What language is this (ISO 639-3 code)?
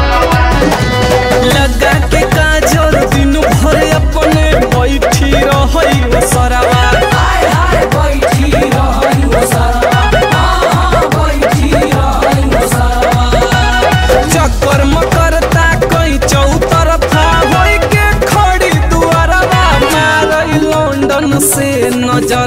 bho